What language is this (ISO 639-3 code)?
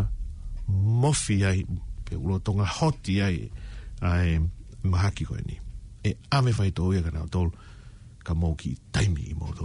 ton